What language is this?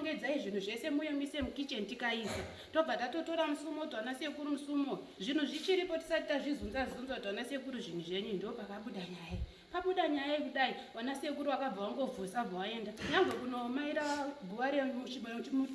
Shona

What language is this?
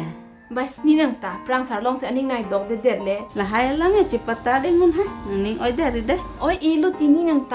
Karbi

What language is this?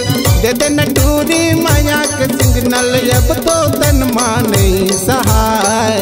Chhattisgarhi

